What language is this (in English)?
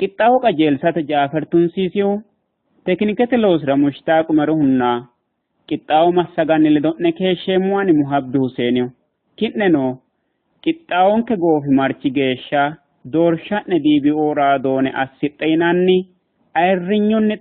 Sidamo